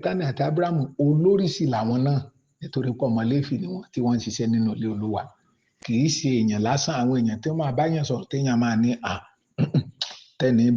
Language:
Yoruba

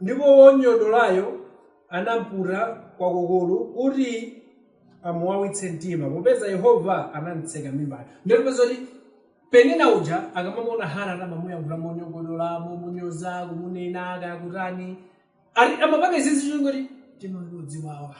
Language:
Nyanja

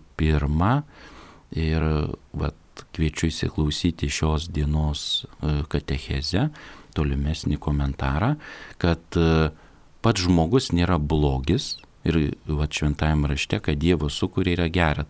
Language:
Lithuanian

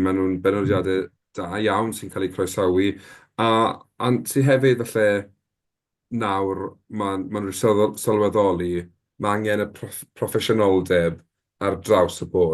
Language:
Welsh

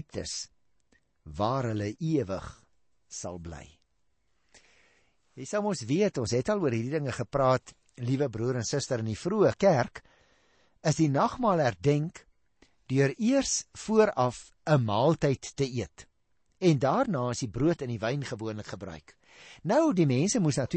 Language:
Afrikaans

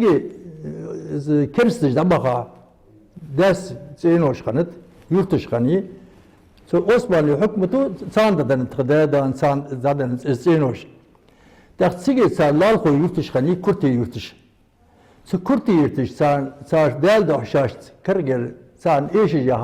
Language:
Ingush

